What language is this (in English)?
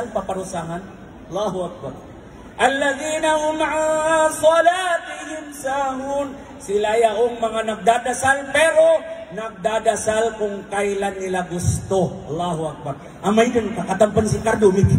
Maranao